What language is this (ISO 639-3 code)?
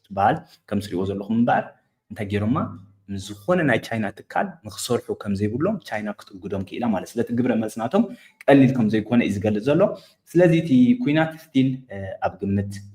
tir